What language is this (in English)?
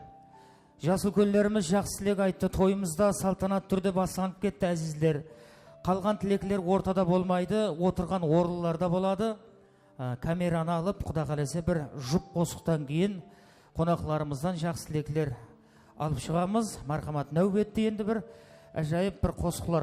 Kara-Kalpak